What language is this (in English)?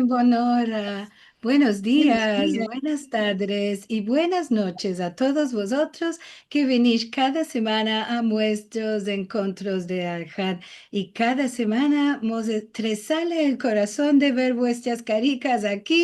Ladino